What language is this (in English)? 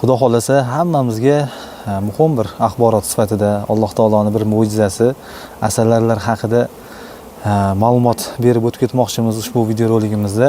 Uzbek